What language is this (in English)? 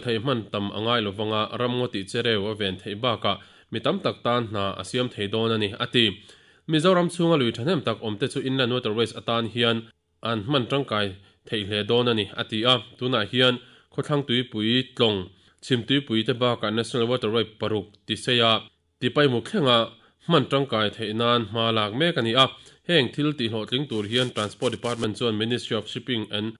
Mizo